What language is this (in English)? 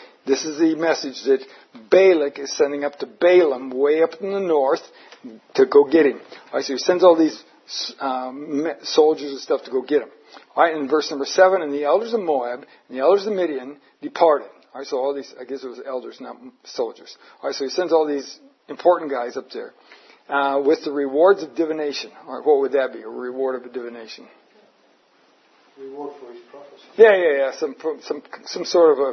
English